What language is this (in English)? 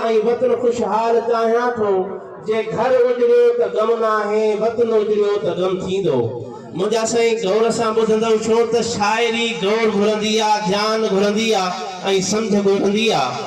Sindhi